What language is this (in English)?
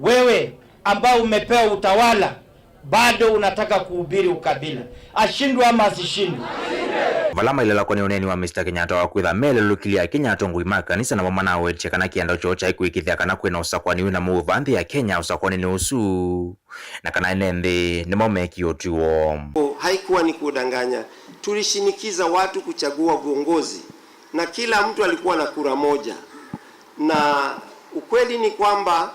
Kamba